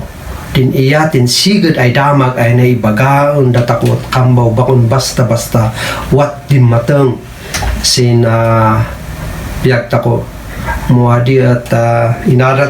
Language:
Kankanaey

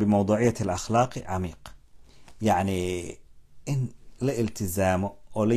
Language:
Somali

